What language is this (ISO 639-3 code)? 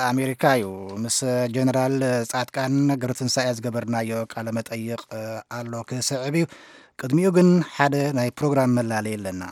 tir